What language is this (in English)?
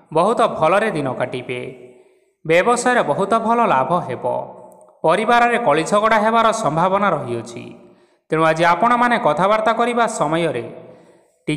Odia